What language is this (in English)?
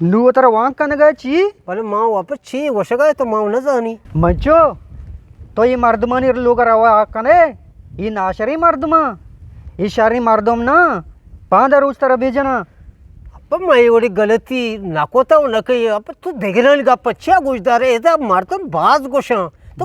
Eastern Balochi